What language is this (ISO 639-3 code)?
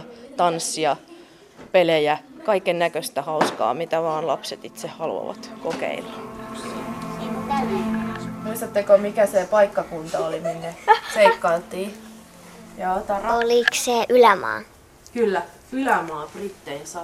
fin